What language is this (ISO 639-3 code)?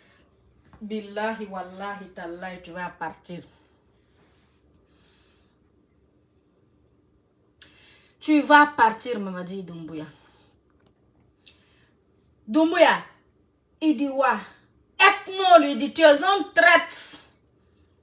fra